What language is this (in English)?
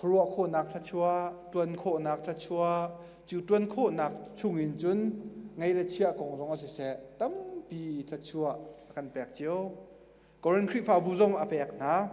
Hakha Chin